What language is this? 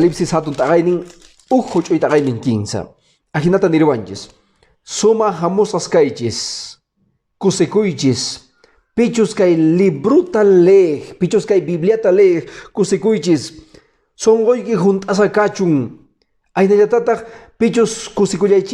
Quechua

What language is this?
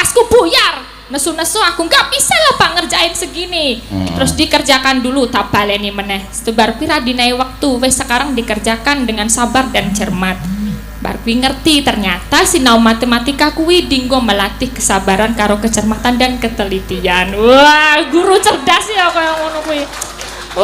Javanese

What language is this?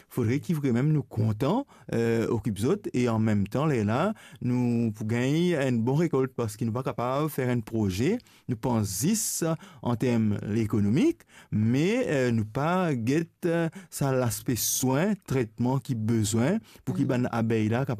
Morisyen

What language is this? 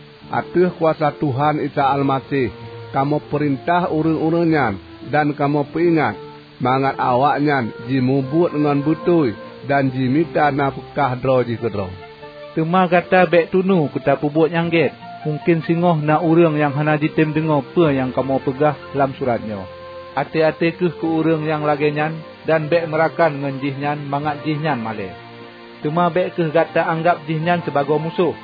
Achinese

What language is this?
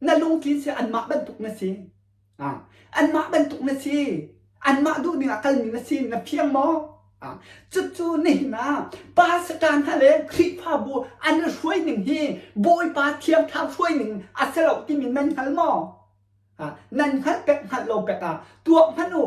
Hakha Chin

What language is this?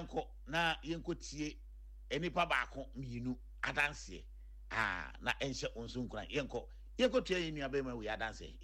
Akan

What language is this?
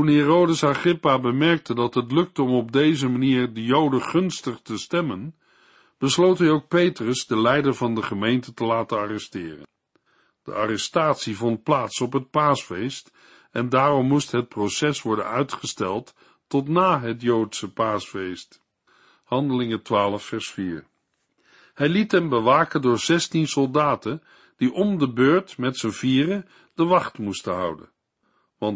Dutch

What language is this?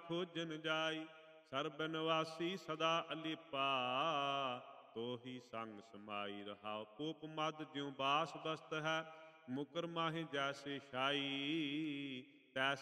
Punjabi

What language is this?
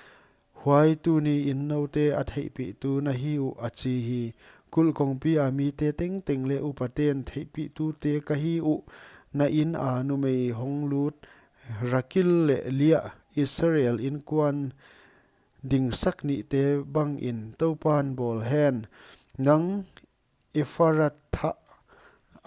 Paite Chin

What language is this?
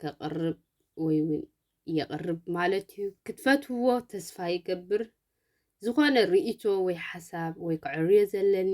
Tigrinya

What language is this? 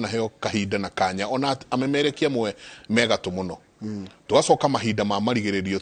Kikuyu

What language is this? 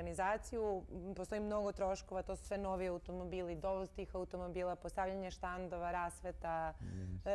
Serbian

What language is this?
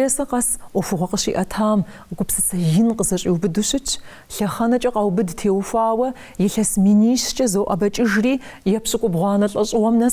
Kabardian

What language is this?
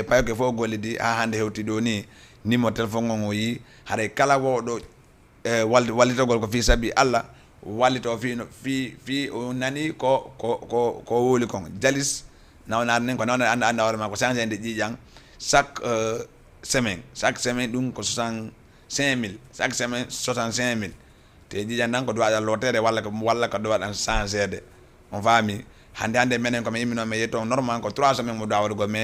Fula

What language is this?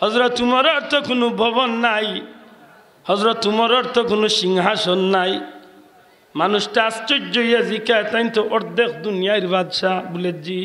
Sylheti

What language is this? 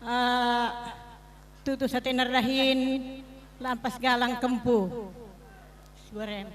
Batak Karo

